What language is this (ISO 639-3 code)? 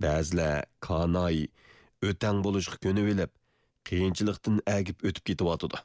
uig